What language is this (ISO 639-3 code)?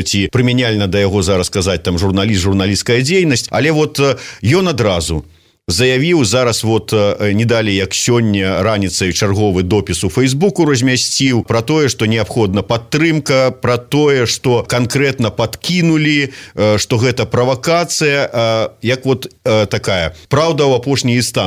bel